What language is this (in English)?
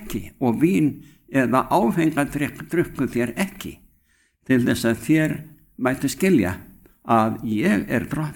Icelandic